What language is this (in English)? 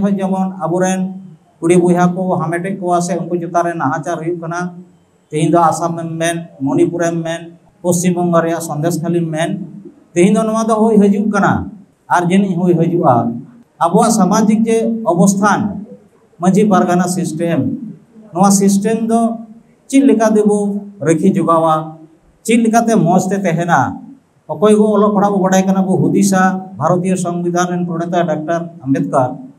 Santali